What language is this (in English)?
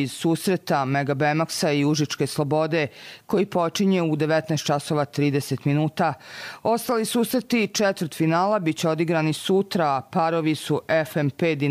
Bosnian